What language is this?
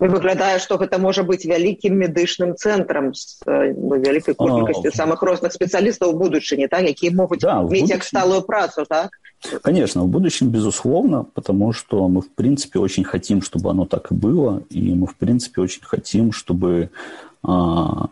Belarusian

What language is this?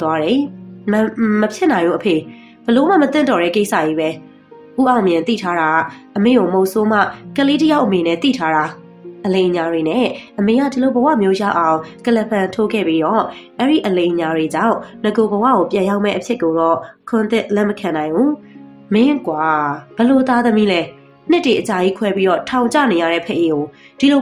Burmese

